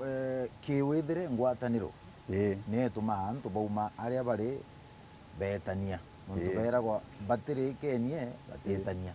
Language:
Meru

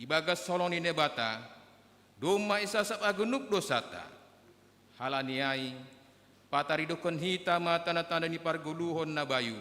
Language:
Batak Simalungun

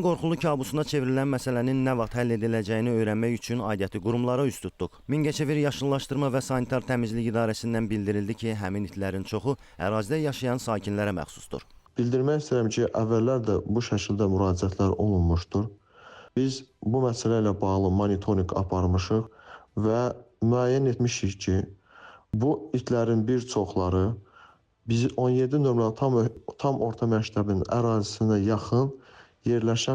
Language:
Azerbaijani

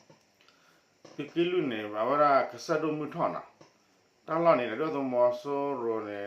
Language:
S'gaw Karen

